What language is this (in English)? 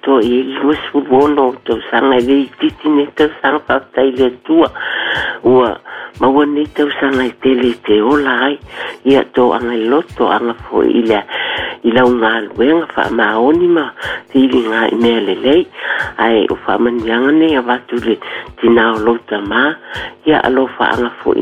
Samoan